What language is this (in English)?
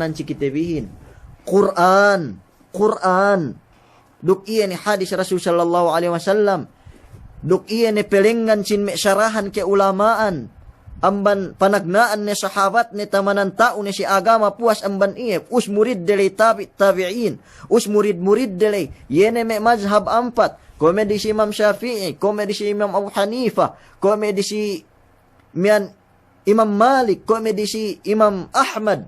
Yakan